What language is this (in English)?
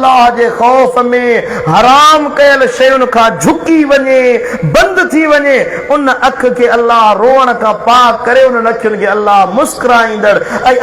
Sindhi